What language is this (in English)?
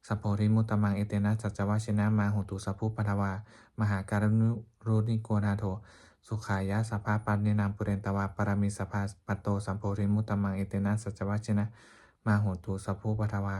Pali